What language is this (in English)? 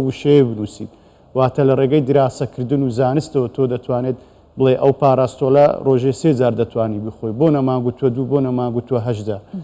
Central Kurdish